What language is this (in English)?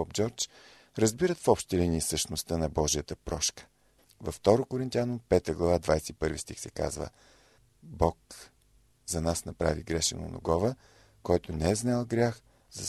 Bulgarian